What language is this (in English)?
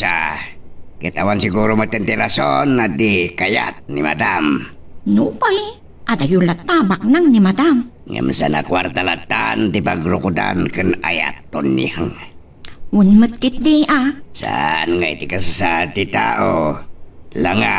Iloko